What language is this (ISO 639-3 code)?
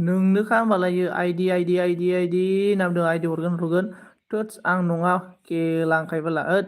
brx